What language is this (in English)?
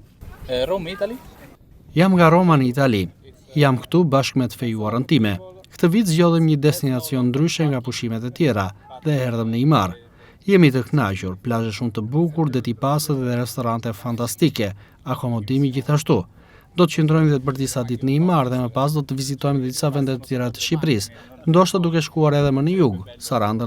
Albanian